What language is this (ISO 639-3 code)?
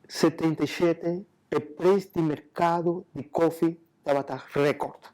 pap